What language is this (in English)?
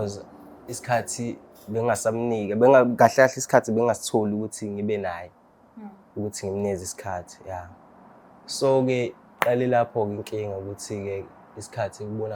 Zulu